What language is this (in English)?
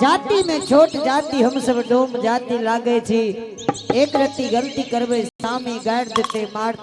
Angika